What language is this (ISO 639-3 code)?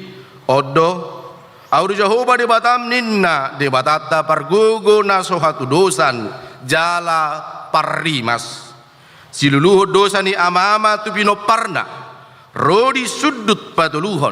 bbc